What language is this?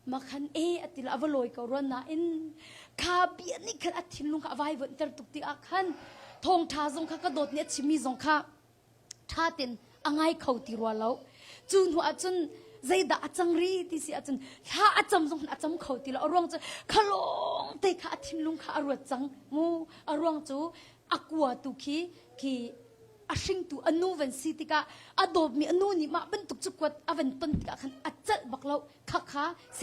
Hakha Chin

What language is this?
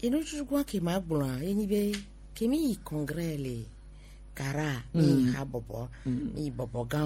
Gen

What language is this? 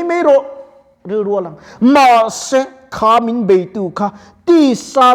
Mizo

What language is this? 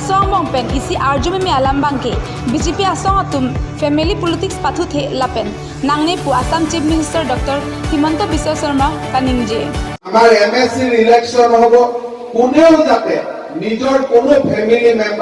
Karbi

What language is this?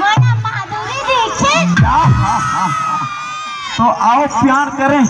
Chhattisgarhi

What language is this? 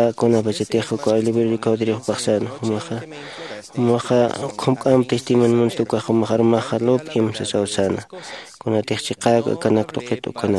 Aymara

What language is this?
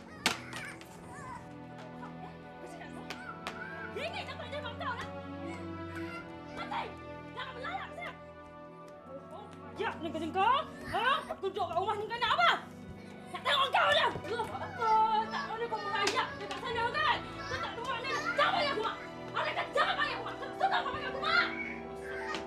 Malay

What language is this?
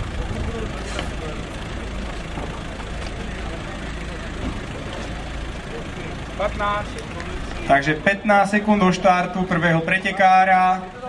Slovak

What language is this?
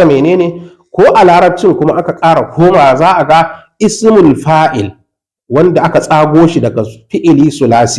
Hausa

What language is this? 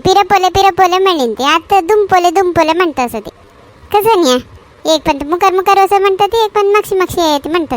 Konkani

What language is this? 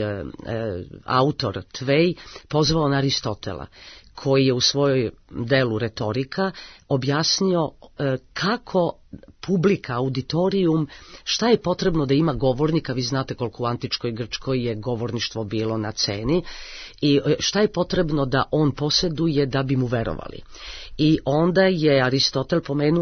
Serbian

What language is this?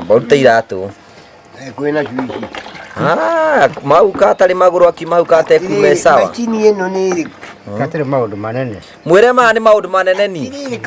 Kikuyu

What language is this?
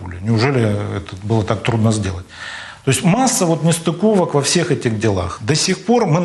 Russian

